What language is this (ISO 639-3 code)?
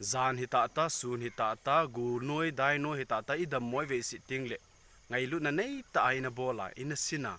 tcz